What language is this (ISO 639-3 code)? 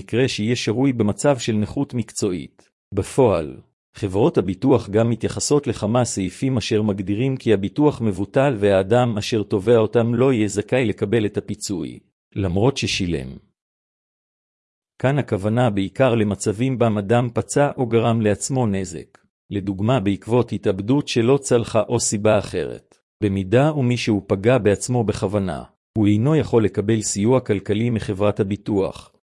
heb